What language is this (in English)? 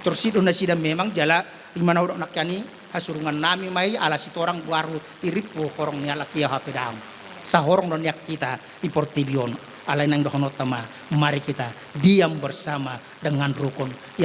Batak Toba